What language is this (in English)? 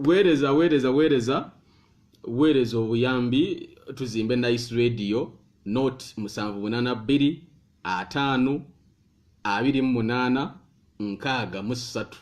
Ganda